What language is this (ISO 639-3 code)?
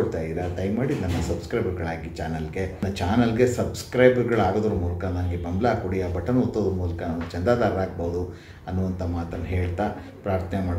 kan